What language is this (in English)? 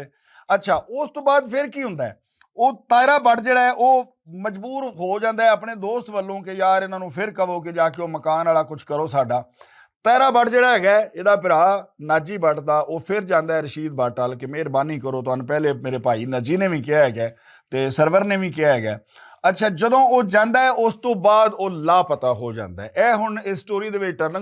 Western Panjabi